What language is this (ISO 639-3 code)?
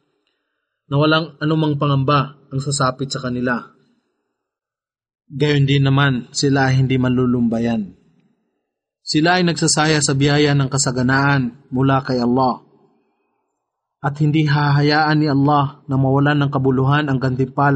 fil